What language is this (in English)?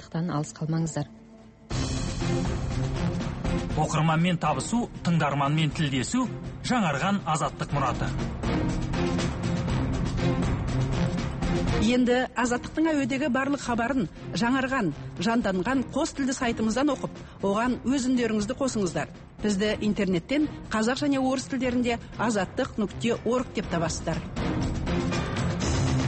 Kazakh